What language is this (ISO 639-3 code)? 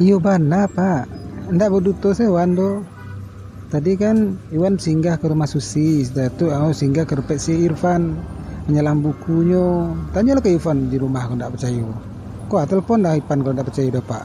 min